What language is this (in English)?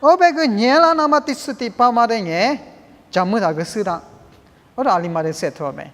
Lisu